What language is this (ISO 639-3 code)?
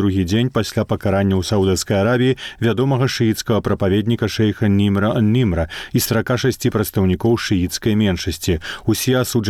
bel